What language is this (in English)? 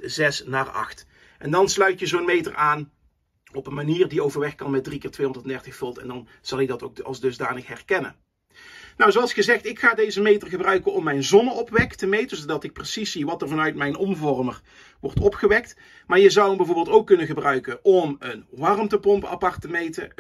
Dutch